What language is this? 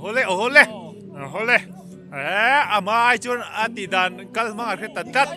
Mizo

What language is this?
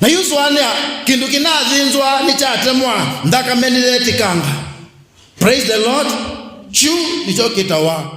Kamba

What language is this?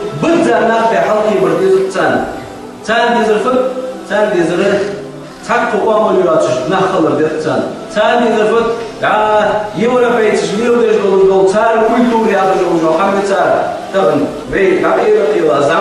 Ingush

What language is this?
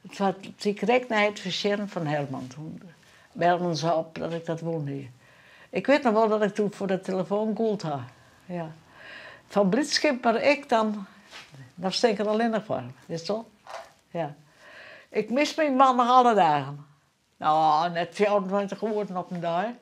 Western Frisian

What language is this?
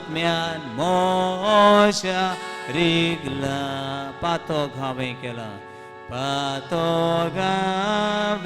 Konkani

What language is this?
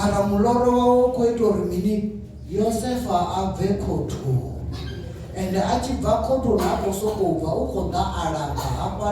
Venda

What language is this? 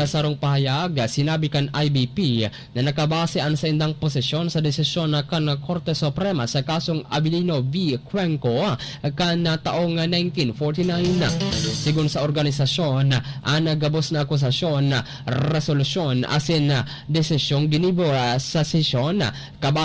Bikol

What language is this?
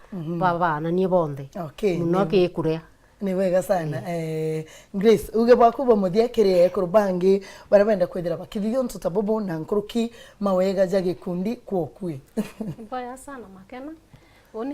Meru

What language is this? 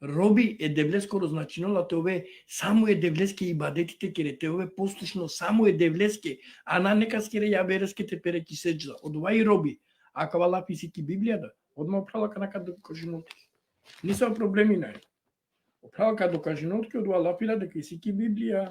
Balkan Romani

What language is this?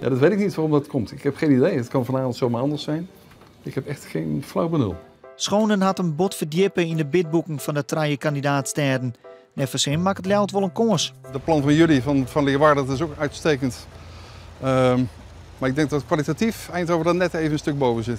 Western Frisian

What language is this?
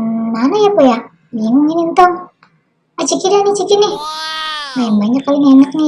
Betawi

